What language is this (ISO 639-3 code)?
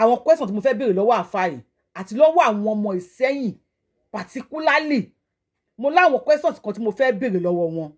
yor